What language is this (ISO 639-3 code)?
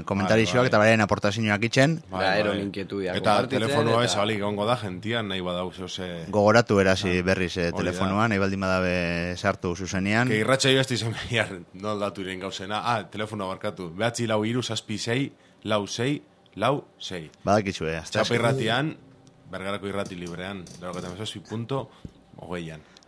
eus